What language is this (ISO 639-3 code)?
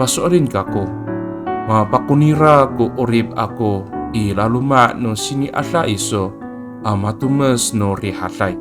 ami